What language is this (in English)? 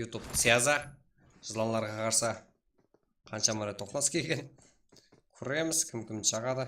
Kara-Kalpak